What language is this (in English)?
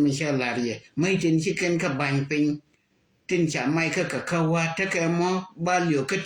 Nuer